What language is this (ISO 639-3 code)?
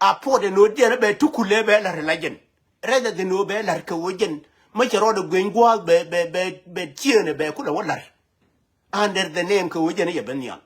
nus